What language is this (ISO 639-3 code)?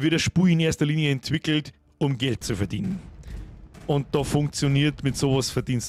bar